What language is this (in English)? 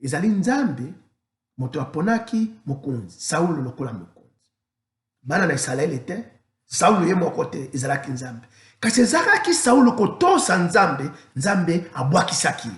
Lingala